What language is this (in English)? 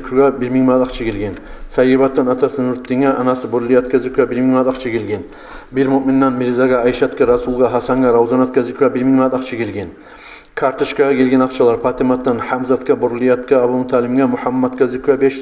Kumyk